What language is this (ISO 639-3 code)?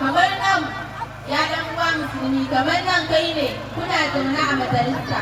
hau